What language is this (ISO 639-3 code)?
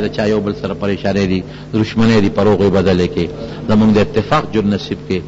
pus